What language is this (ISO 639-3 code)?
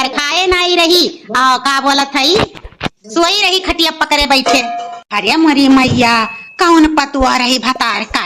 awa